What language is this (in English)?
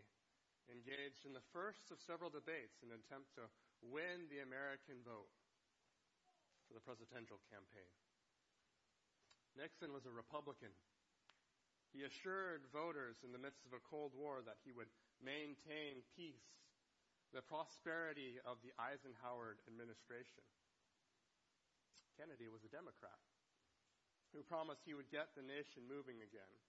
English